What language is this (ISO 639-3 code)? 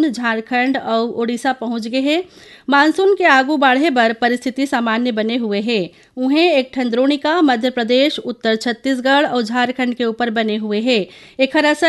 hne